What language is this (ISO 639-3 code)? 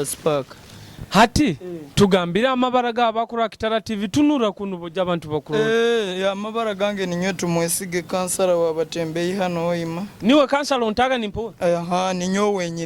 nyo